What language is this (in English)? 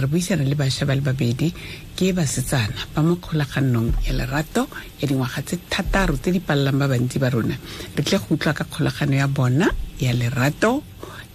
Tswana